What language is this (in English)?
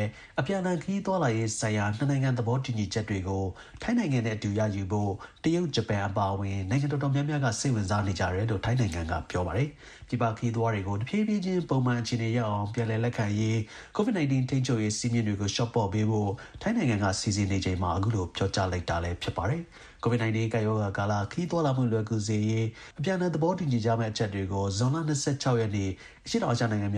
Burmese